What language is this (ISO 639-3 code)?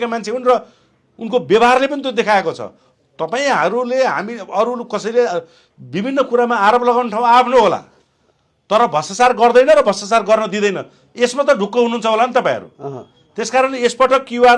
nep